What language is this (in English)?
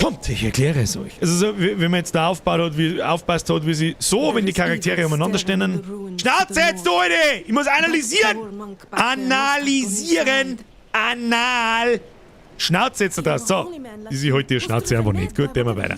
Bavarian